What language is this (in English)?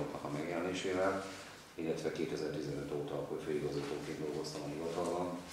Hungarian